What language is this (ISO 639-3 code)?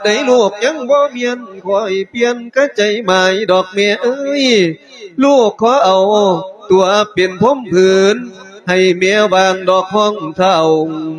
lao